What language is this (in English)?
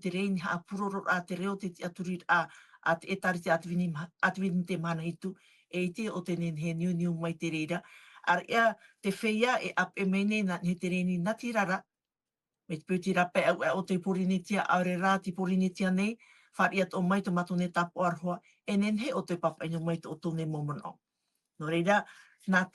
Tahitian